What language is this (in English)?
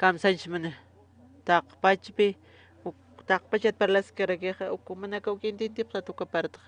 Aymara